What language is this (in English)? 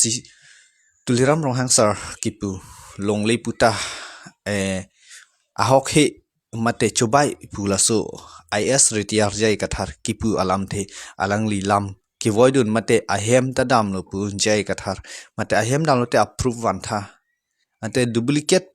Karbi